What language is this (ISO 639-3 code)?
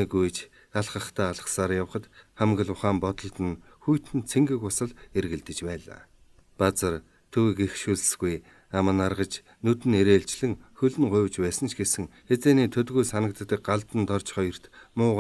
mon